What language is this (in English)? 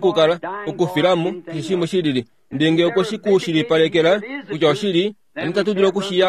Kuanyama